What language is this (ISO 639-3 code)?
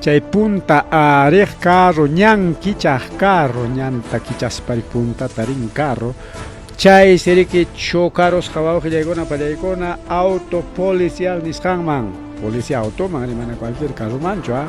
quy